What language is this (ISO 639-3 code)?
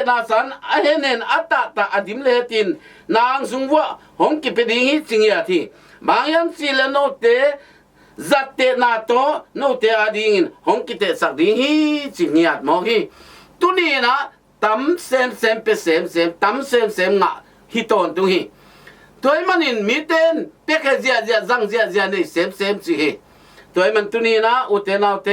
ctd